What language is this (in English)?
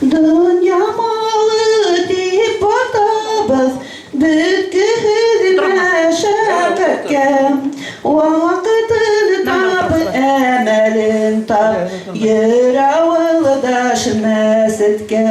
Bashkir